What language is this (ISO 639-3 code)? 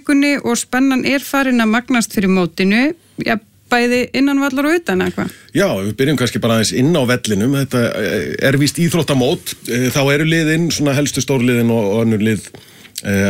isl